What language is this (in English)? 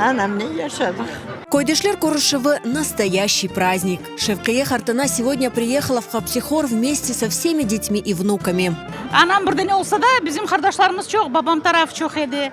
Crimean Tatar